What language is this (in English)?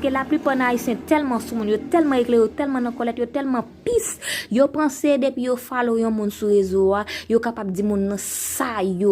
Haitian Creole